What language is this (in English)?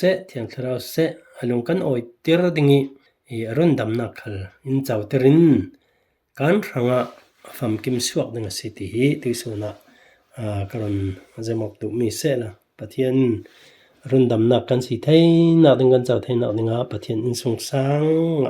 Falam Chin